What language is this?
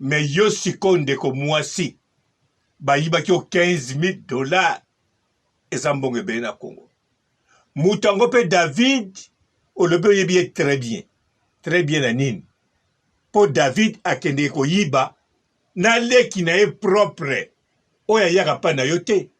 Lingala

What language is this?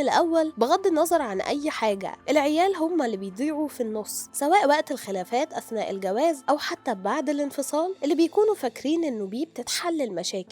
Egyptian Arabic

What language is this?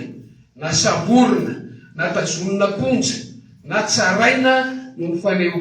Malagasy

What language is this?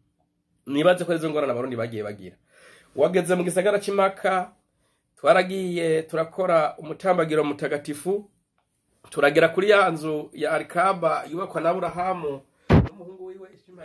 Rundi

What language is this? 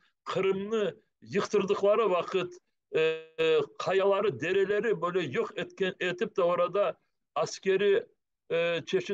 Crimean Tatar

